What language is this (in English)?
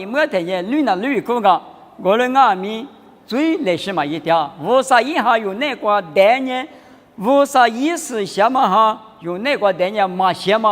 Lisu